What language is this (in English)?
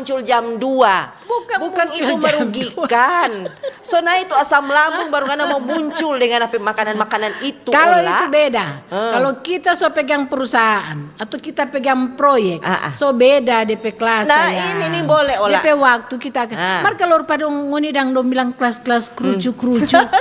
Manado Malay